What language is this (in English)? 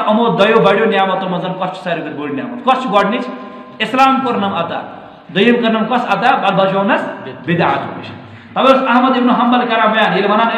Kashmiri